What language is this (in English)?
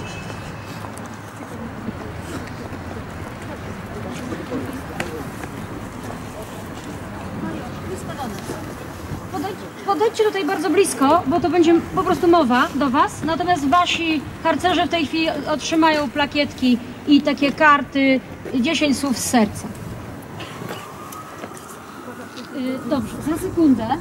Polish